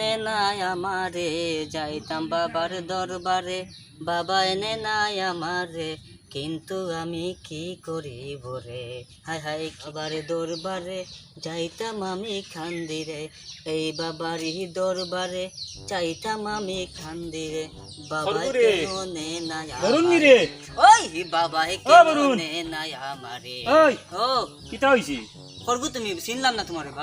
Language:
Sylheti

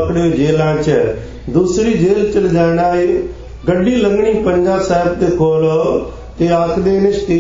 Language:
Punjabi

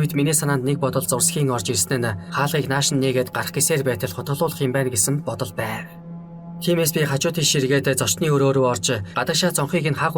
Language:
Mongolian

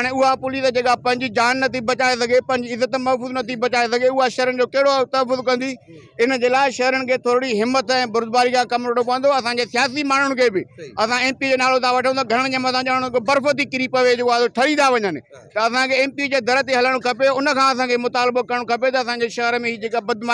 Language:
Sindhi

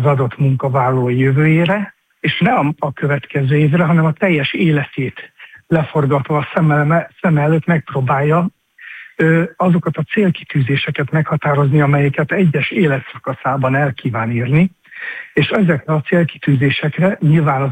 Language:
Hungarian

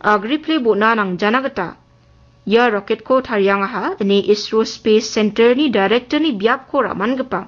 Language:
Garo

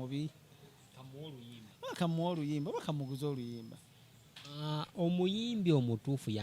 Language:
Ganda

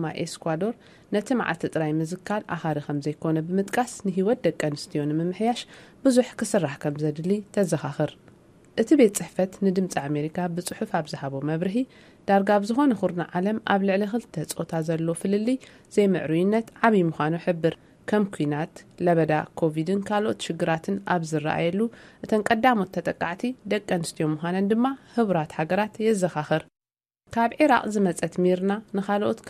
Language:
Tigrinya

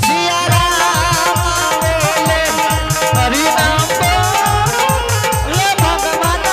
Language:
Angika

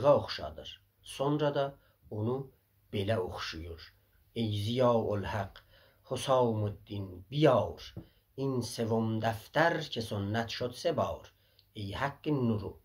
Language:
South Azerbaijani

